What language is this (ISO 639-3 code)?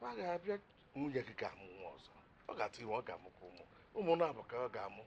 ibo